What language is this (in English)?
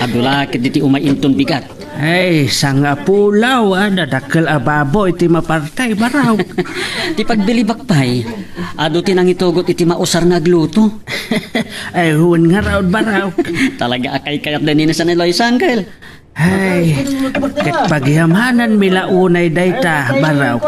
Iloko